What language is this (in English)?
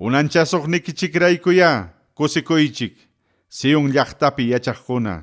Ayacucho Quechua